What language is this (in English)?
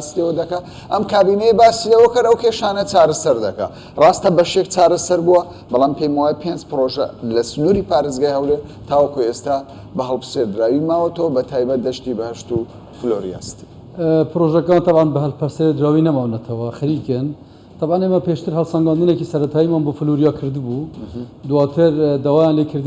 Central Kurdish